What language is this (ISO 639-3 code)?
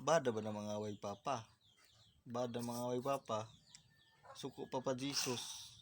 ceb